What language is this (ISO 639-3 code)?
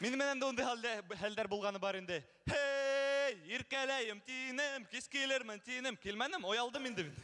bak